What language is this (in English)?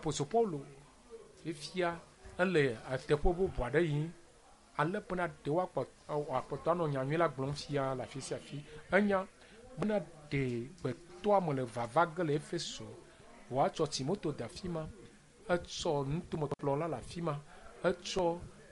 Ewe